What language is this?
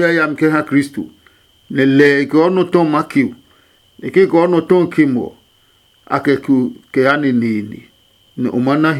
Adangme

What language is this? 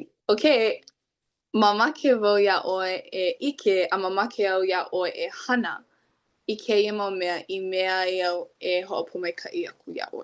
Hawaiian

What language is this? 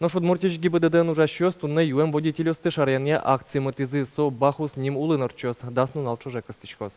Udmurt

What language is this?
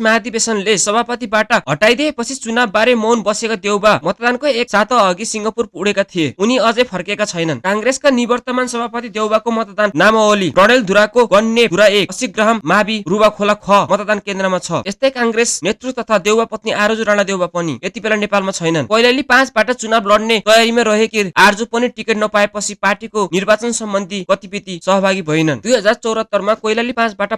Nepali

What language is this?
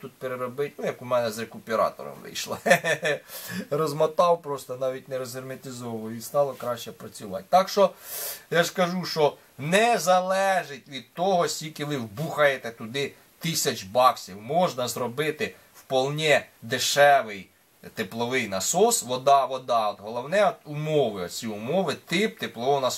Ukrainian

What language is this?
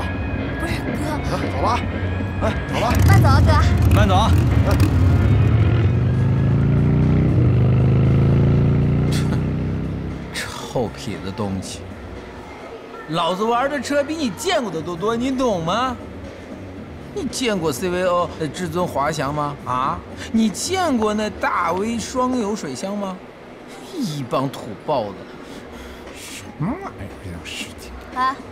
Chinese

